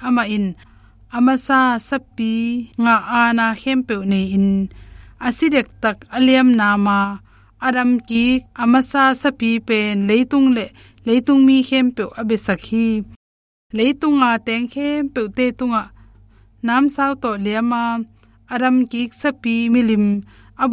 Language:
Tedim Chin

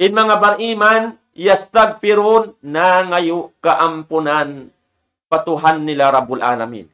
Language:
Tausug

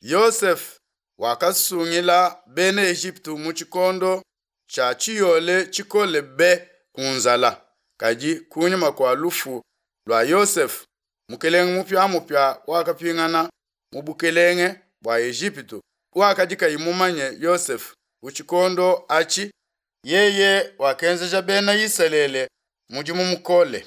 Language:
Luba-Lulua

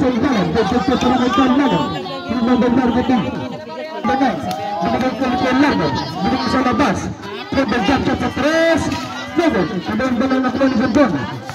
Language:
Filipino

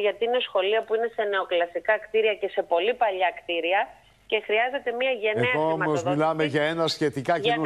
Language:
Greek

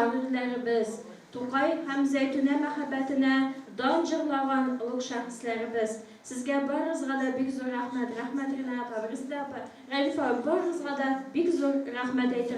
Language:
Tatar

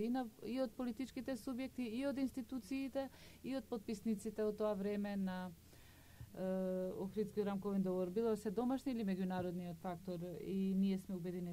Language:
Macedonian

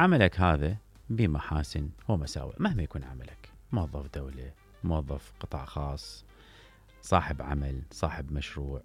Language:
Mesopotamian Arabic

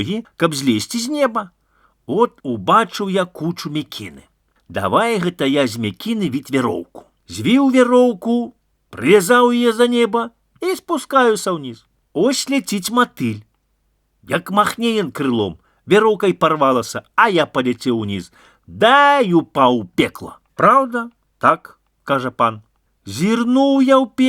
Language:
Belarusian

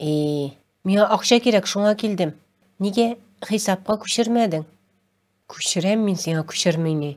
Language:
Tatar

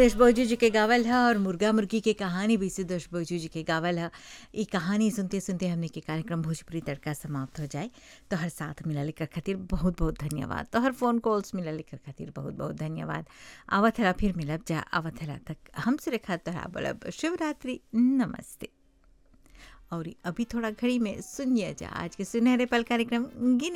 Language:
Bhojpuri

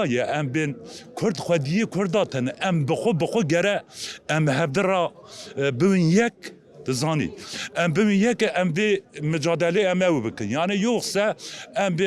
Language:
Kurdish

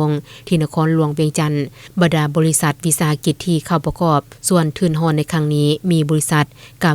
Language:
Lao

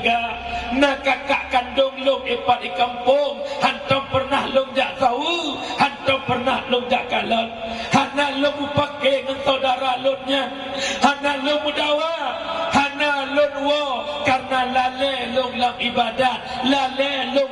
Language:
Achinese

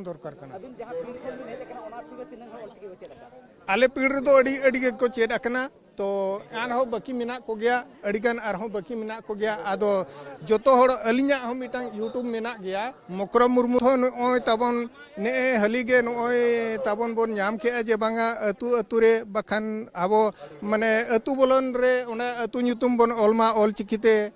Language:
Santali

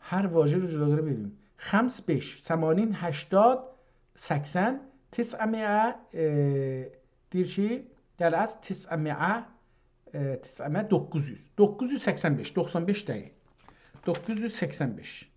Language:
South Azerbaijani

